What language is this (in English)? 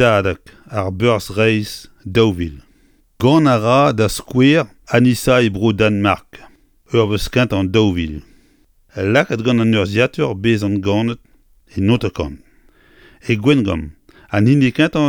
Breton